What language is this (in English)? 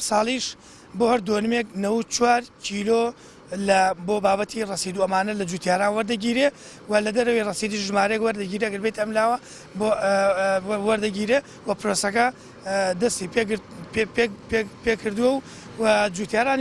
Central Kurdish